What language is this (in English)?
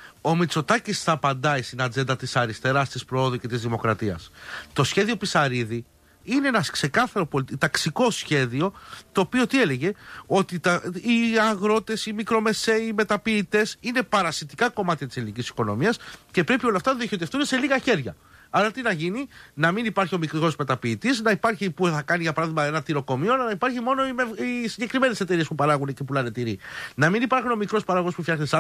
Greek